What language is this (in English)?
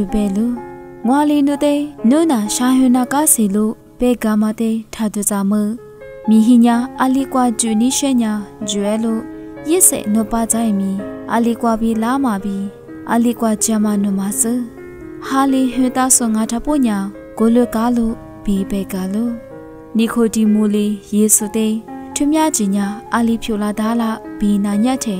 Lisu